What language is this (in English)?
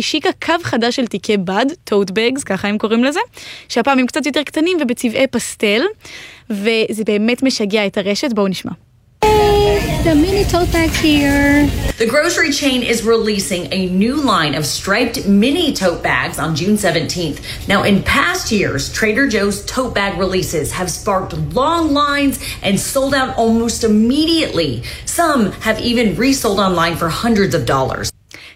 Hebrew